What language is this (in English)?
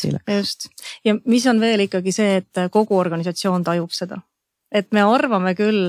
Estonian